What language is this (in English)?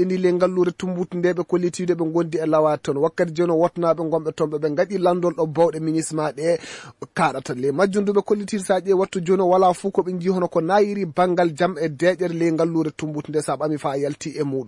Fula